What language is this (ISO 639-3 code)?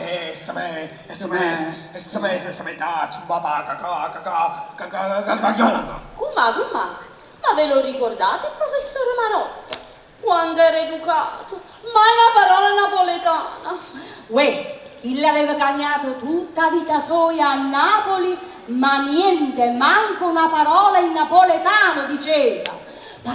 nap